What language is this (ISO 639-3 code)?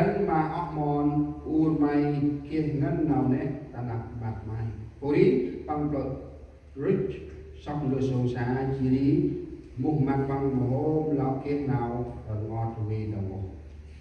cmo